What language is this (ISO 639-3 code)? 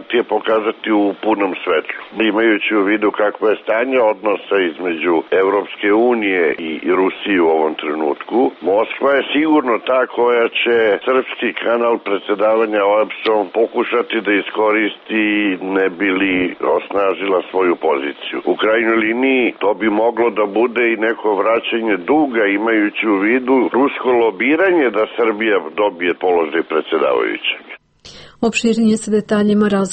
srp